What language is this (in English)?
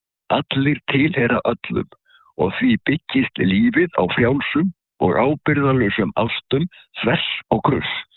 Icelandic